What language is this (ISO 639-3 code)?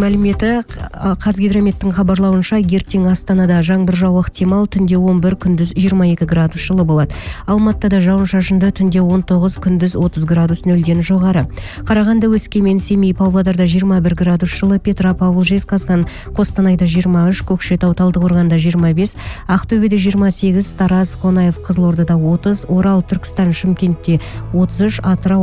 kaz